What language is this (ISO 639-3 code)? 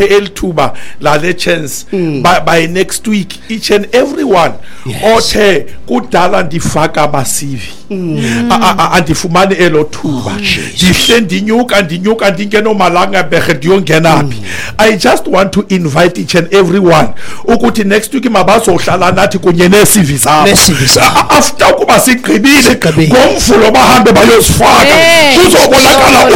xho